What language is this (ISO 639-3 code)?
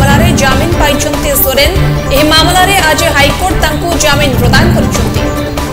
ori